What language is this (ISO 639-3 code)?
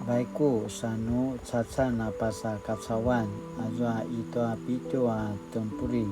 pwn